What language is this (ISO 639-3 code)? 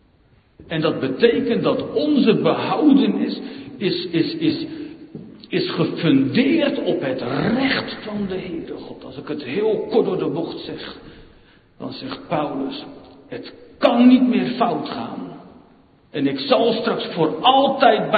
nld